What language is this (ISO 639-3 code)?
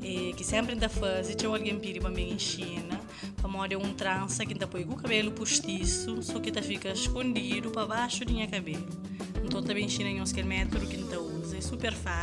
kea